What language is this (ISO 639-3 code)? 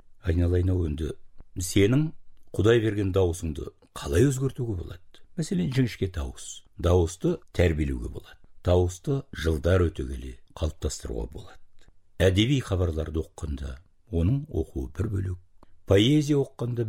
kaz